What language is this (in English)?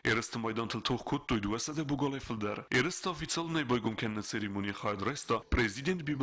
Ossetic